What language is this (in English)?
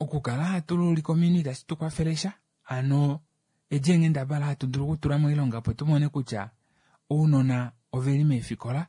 Kuanyama